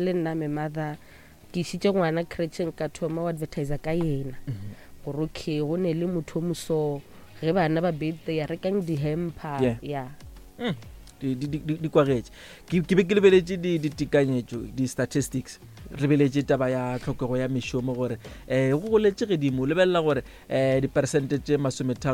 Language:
Northern Sotho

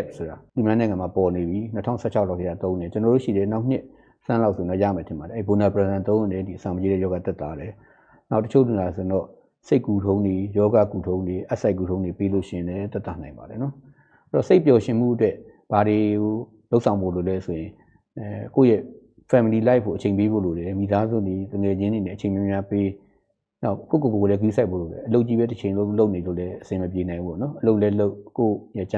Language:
Burmese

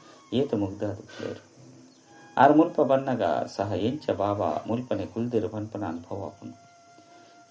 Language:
Tulu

